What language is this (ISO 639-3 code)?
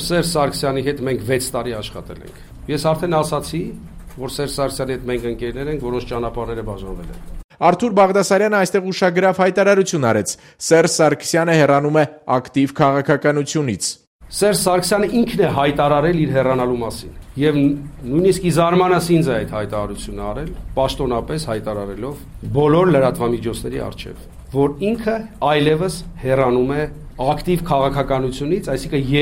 hye